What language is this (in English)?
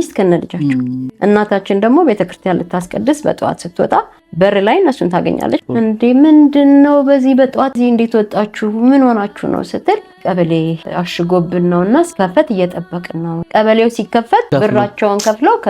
Amharic